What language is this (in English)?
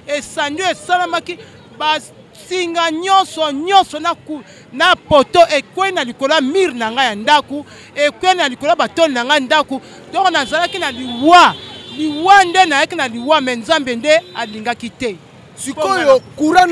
Lingala